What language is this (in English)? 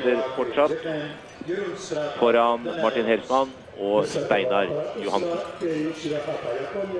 Norwegian